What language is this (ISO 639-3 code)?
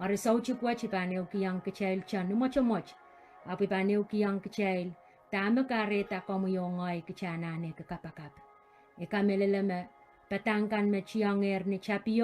pon